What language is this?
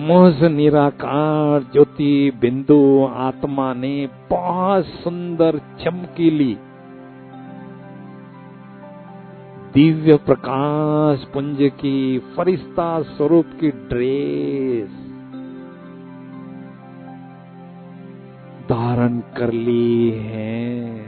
Hindi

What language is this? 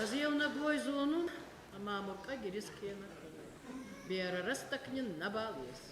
Ossetic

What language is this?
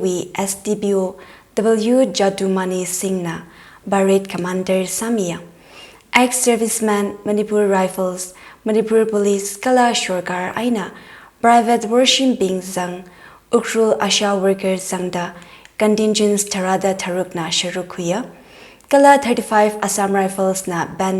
Tangkhul Naga (India)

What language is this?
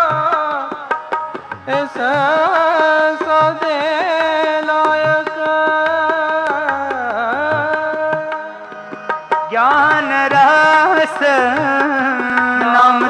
Punjabi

